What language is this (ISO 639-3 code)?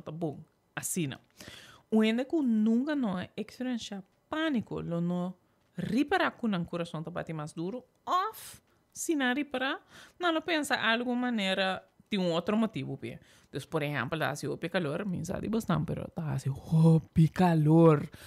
pap